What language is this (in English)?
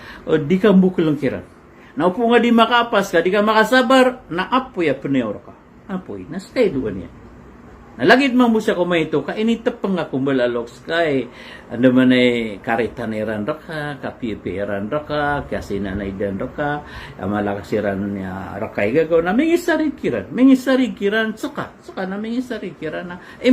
Maranao